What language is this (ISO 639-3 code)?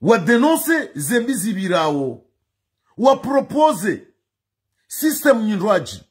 zdj